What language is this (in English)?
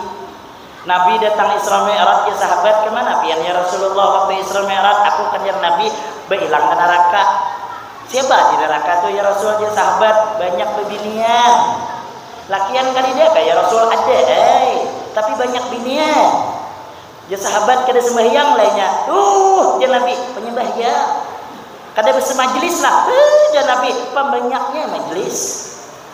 Banjar